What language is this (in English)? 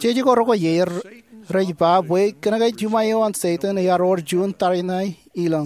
Marshallese